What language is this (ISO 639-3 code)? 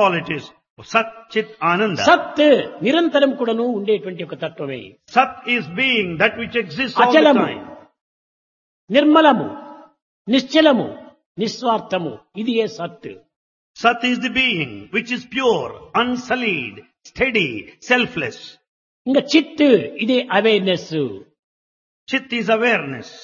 tel